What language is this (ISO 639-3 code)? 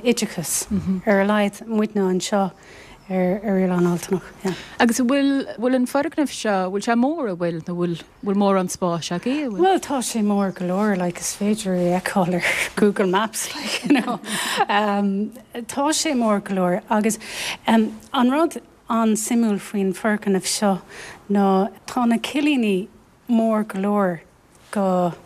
gle